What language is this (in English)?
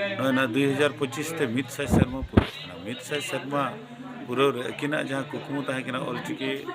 Santali